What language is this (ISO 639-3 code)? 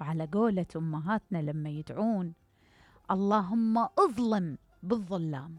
acm